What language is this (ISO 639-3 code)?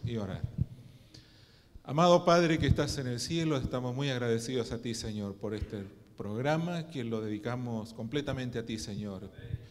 spa